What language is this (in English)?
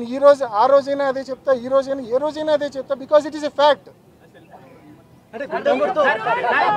Telugu